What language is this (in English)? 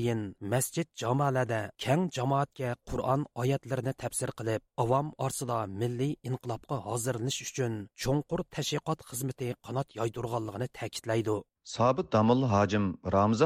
Uyghur